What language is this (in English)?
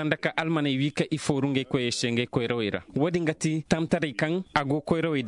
Zarma